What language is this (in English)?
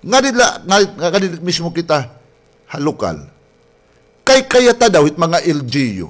Waray